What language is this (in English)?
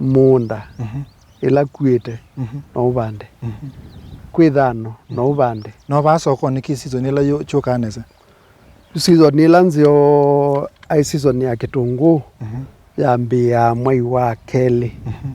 Kamba